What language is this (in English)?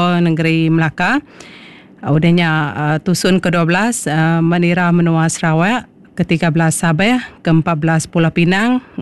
Iban